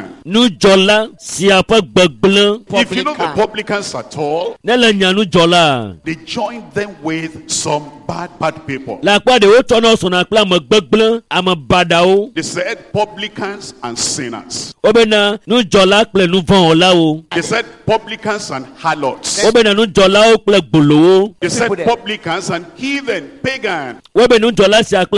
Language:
Ewe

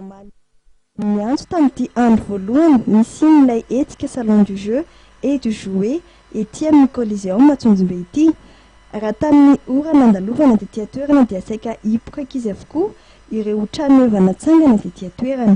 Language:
Malagasy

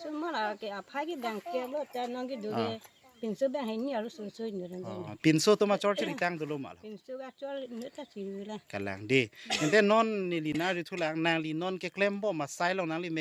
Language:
Karbi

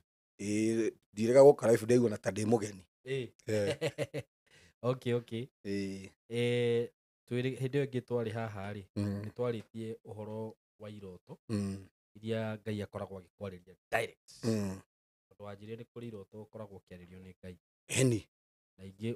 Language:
Kikuyu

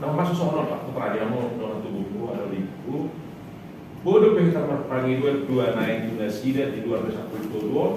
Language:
Batak Toba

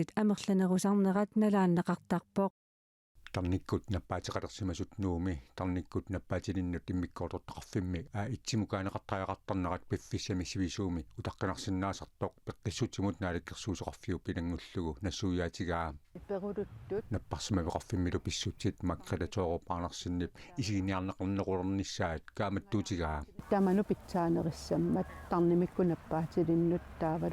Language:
Kalaallisut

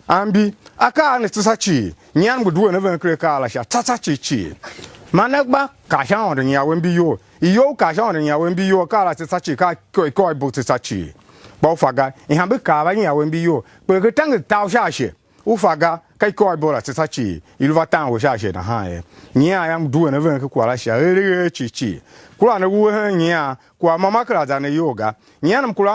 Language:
Tiv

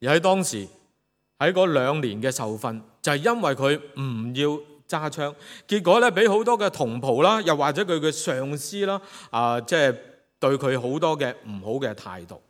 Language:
Cantonese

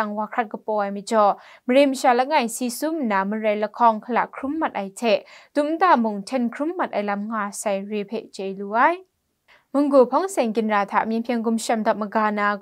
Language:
Kachin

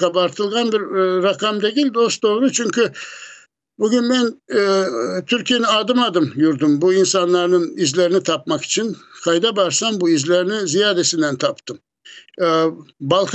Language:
Crimean Tatar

